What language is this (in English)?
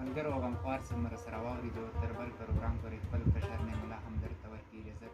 Pashto